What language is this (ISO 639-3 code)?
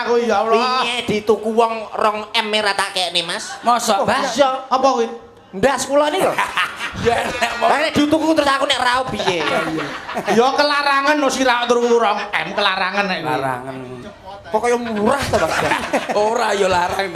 jav